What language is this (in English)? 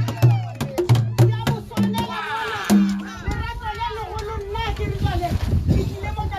Northern Sotho